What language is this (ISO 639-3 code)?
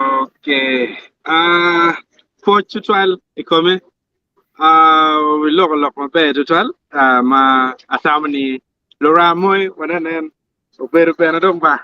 ach